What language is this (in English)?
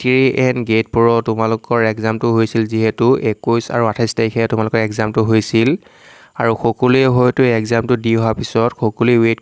Assamese